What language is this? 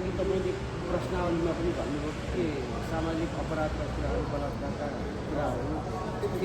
Nepali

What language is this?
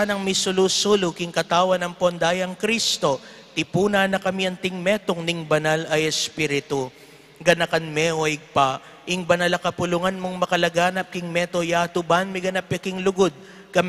Pampanga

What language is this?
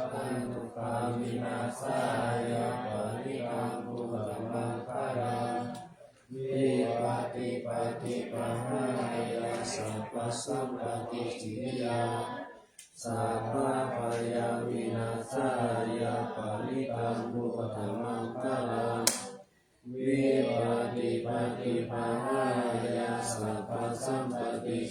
Pali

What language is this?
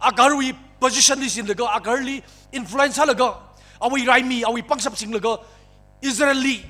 Tangkhul Naga (India)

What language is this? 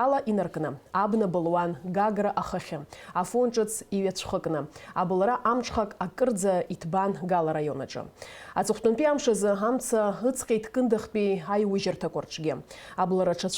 Abkhazian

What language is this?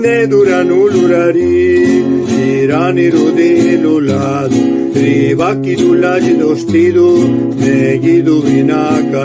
Zapotec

